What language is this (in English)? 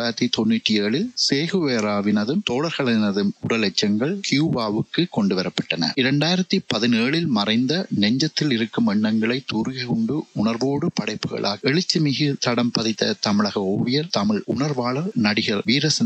Tamil